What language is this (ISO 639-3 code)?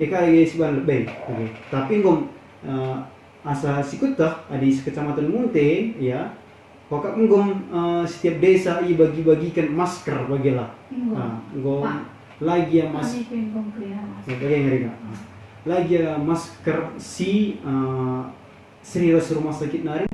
btx